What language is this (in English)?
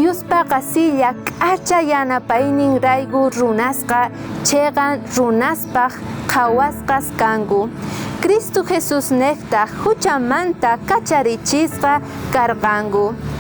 South Bolivian Quechua